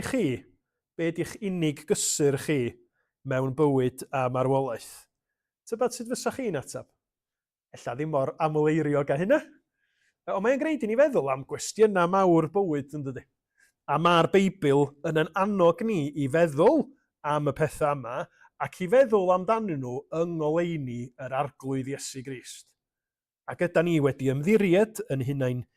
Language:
Welsh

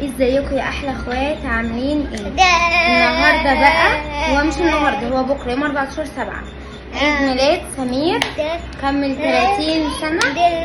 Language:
Egyptian Arabic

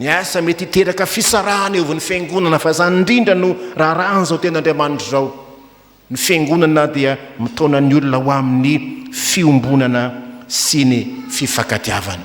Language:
Malagasy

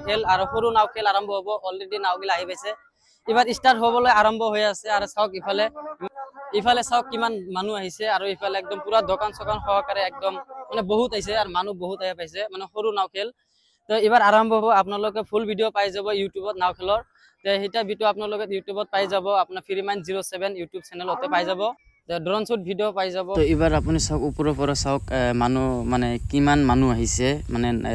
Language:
Assamese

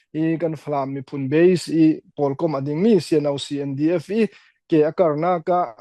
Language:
Falam Chin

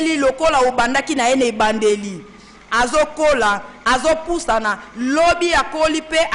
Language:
Lingala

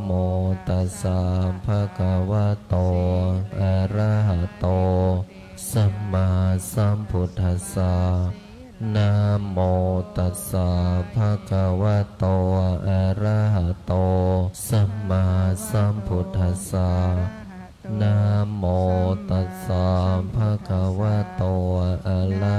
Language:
Pali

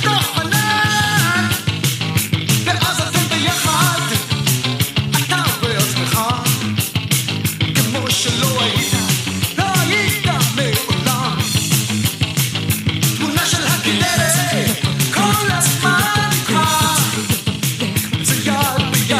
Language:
Hebrew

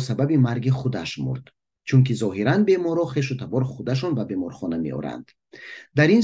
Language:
Tajik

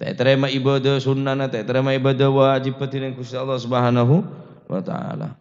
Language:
Madurese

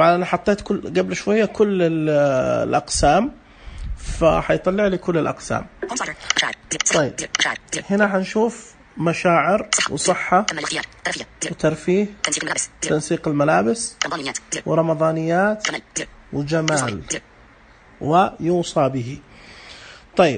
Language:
Najdi Arabic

